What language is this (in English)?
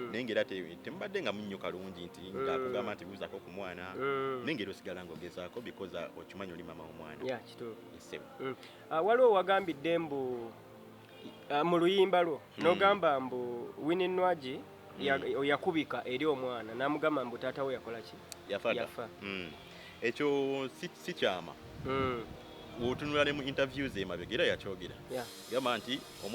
Ganda